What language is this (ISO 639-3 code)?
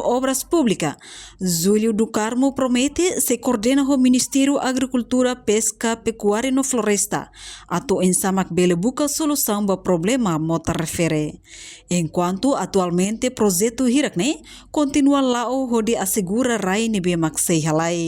tet